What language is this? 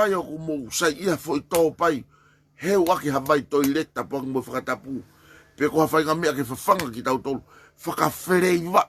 Tongan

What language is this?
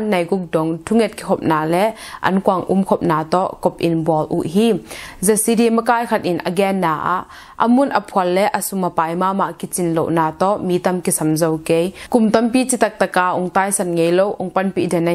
Tedim Chin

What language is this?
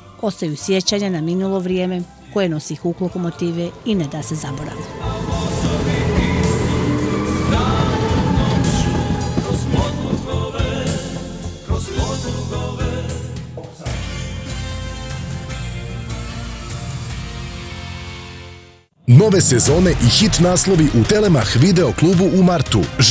Bosnian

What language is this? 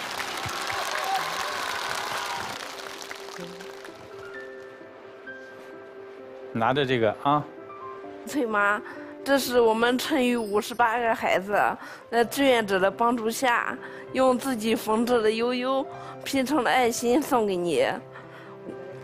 Chinese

